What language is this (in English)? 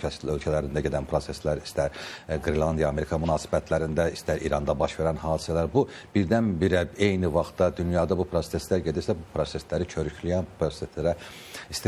Azerbaijani